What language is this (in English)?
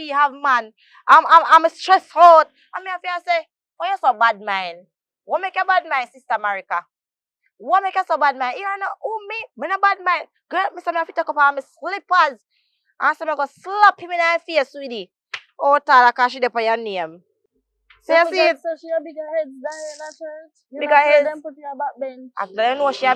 Jamaican Creole English